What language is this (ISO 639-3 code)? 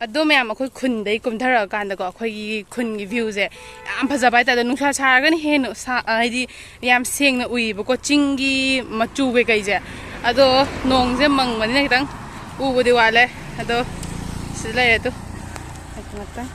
mni